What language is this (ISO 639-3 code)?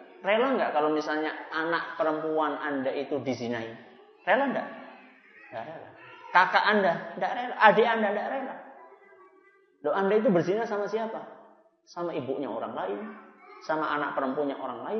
ind